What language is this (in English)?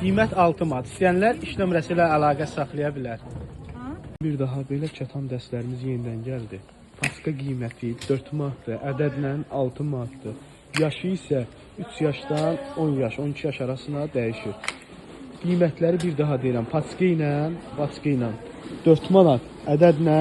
Azerbaijani